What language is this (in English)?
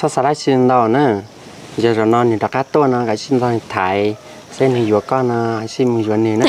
Hmong